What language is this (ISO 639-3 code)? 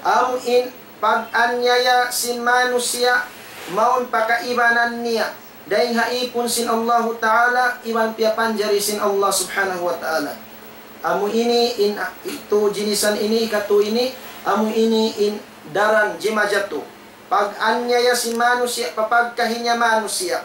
tsg